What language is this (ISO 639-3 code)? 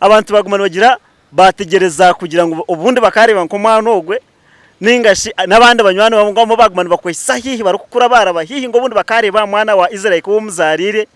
nyn